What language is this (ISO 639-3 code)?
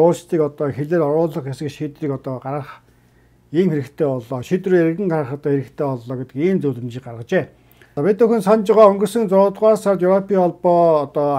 mon